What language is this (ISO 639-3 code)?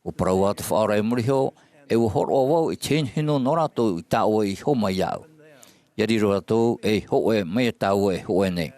tah